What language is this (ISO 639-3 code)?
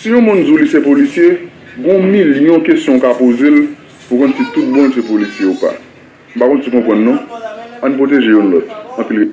hat